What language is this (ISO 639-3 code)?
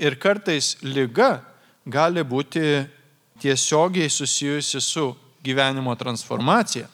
lit